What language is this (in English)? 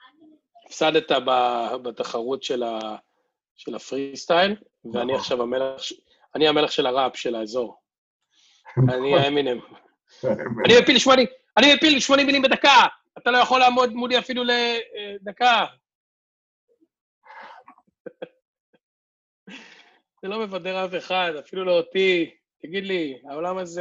Hebrew